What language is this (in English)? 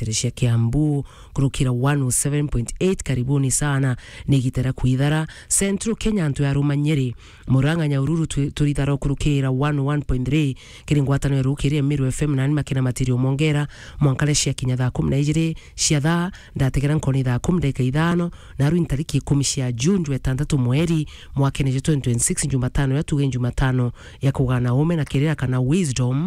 Meru